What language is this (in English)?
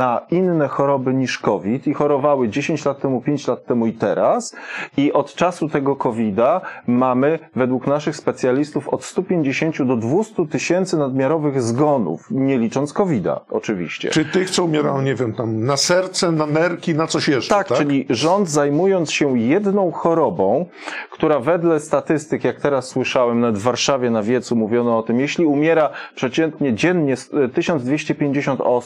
Polish